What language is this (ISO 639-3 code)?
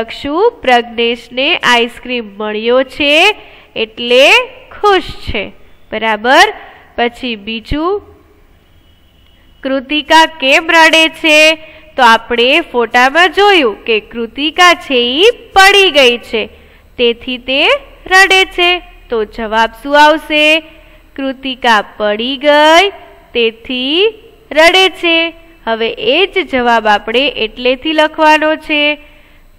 guj